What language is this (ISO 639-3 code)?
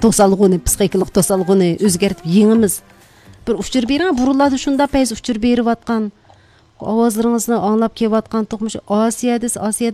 uig